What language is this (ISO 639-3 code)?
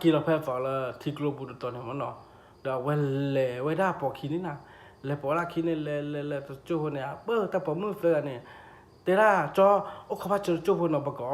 ksw